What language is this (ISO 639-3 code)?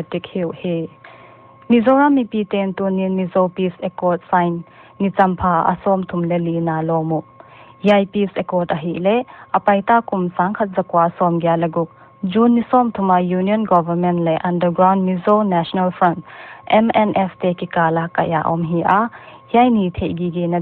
pck